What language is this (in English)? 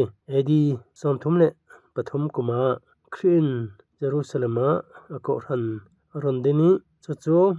Falam Chin